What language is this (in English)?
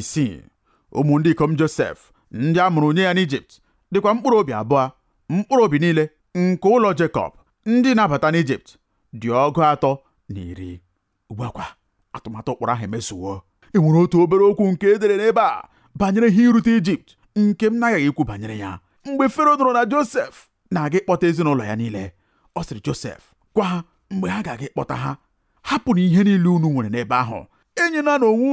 Igbo